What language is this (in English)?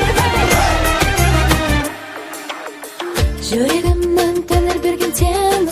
Kazakh